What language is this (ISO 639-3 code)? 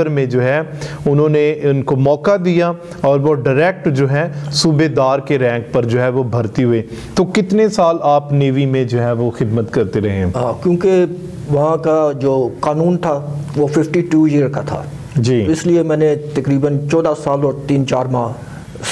urd